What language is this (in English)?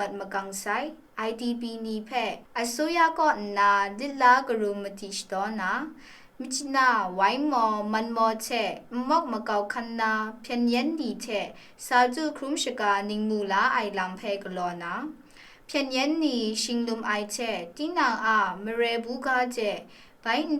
Kachin